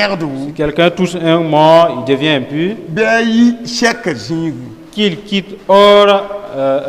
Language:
Mossi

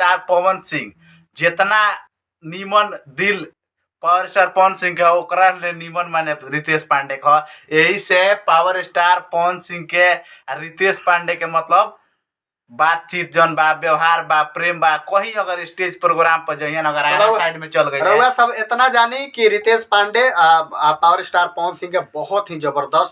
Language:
Bhojpuri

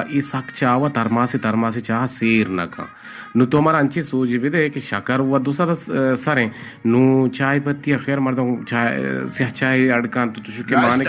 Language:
Eastern Balochi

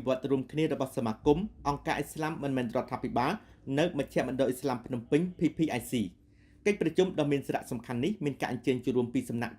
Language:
Khmer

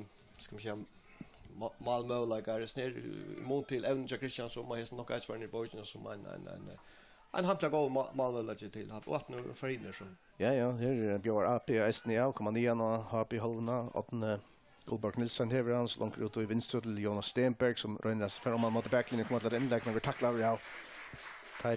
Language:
Faroese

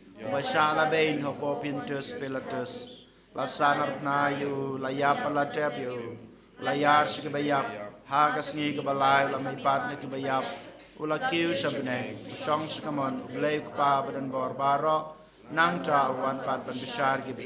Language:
Khasi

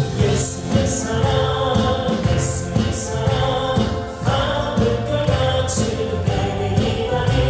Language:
Korean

